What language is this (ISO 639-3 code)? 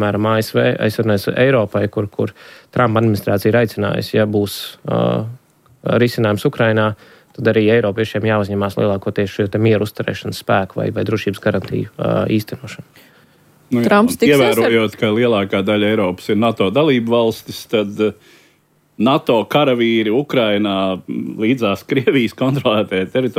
lav